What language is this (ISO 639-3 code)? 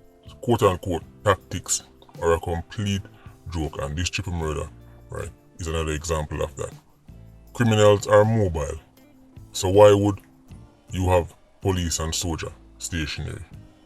jam